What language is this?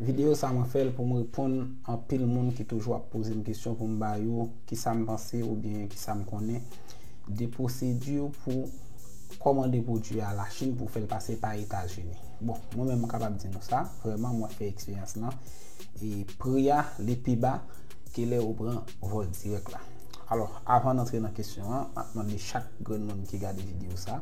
Haitian Creole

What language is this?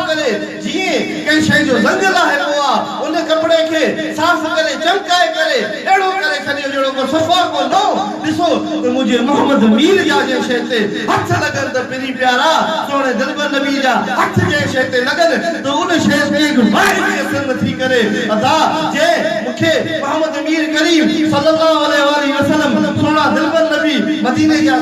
Sindhi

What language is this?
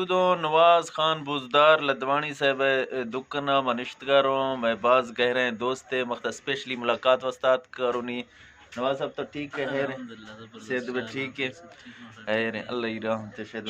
Eastern Balochi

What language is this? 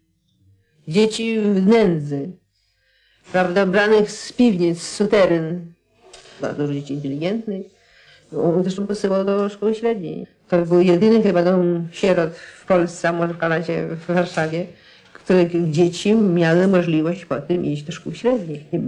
Polish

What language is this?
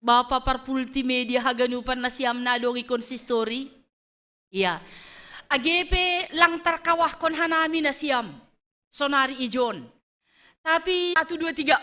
Batak Simalungun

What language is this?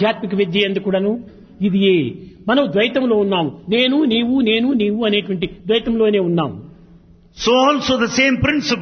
Telugu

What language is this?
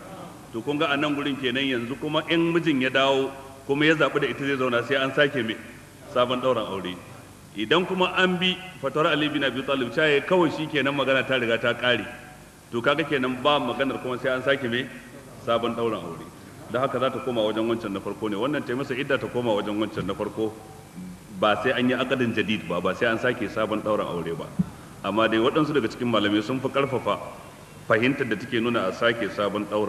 Hausa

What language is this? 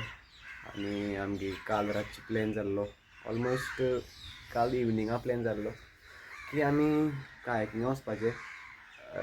Konkani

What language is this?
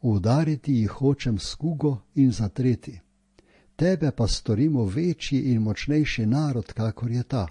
Slovenian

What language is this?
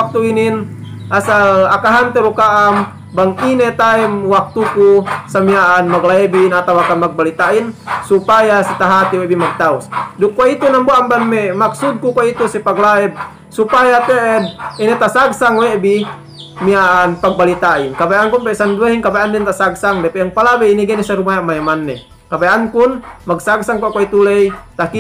Yakan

